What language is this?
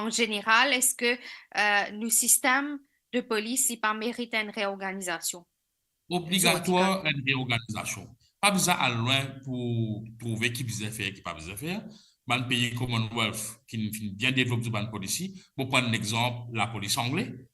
Morisyen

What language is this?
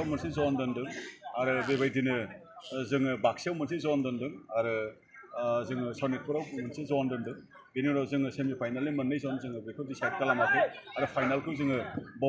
Bodo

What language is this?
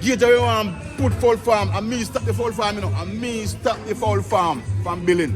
Jamaican Creole English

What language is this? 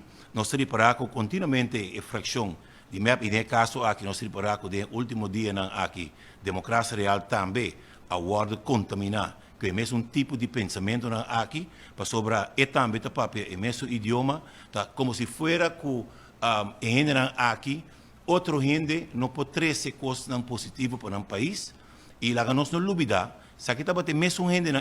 Papiamento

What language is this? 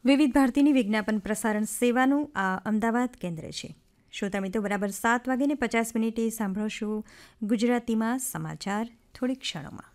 Gujarati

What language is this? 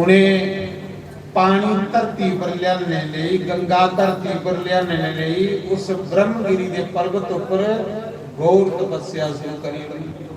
Dogri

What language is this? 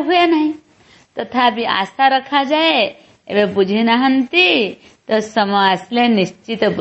Odia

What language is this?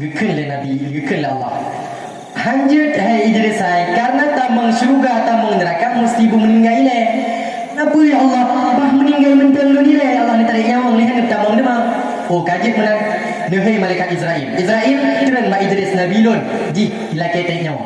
Achinese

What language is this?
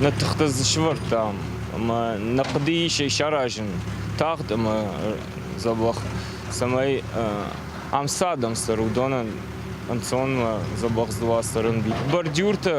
Ossetic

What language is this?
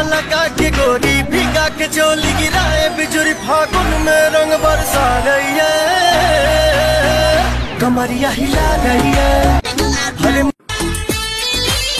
Bhojpuri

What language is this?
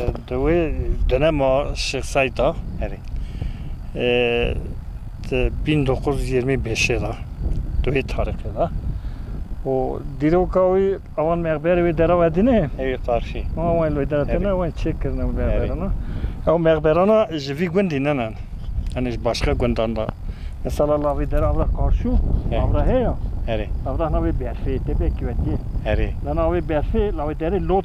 Kurdish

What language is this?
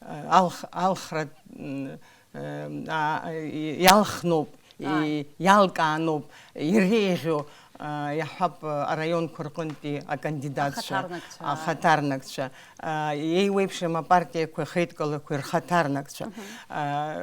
Abkhazian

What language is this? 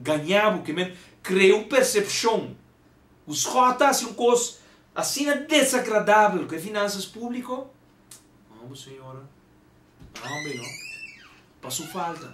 Papiamento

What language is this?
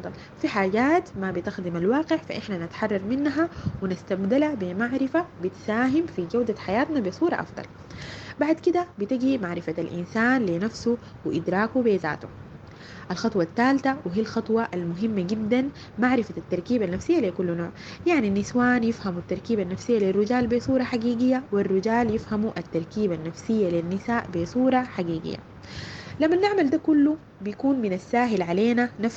Sudanese Arabic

